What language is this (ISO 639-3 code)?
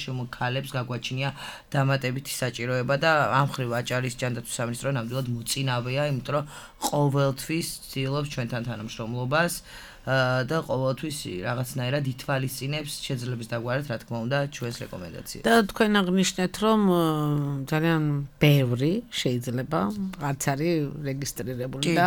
kat